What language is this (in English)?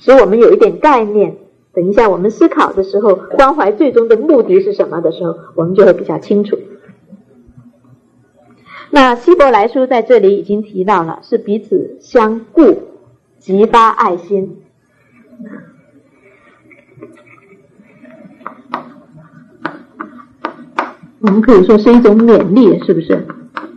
Chinese